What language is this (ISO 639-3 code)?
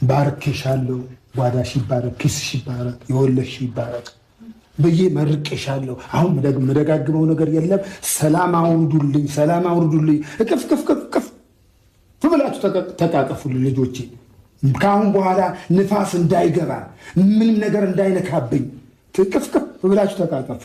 amh